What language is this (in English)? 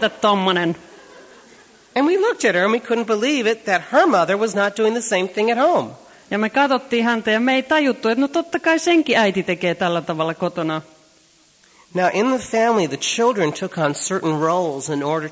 Finnish